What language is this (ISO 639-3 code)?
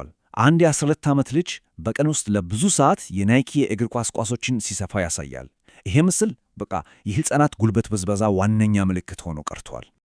amh